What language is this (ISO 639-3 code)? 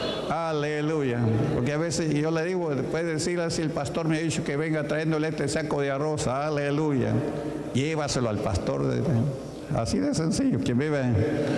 spa